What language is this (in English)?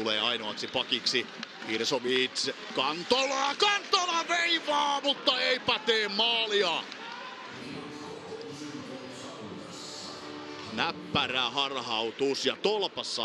Finnish